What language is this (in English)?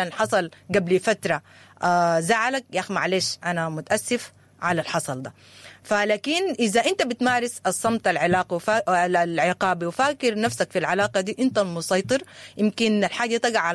Sudanese Arabic